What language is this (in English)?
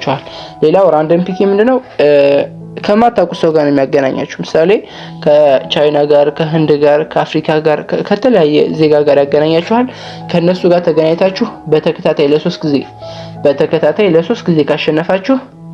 Amharic